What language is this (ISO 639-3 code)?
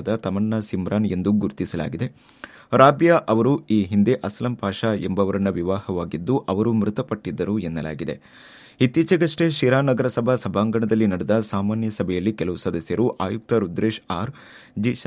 kan